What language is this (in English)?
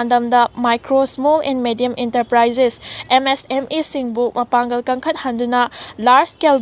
Manipuri